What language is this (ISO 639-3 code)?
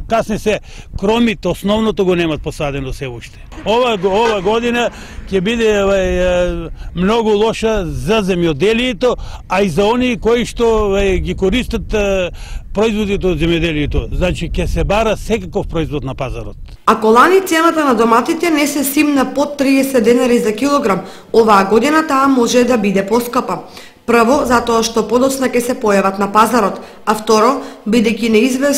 mkd